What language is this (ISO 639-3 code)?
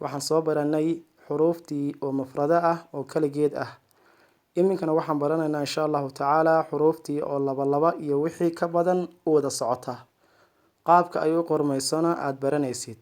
som